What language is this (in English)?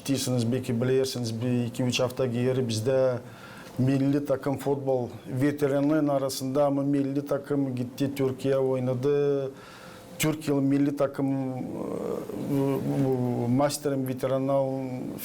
Gagauz